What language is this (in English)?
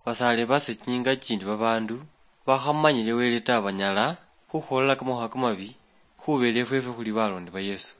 Luyia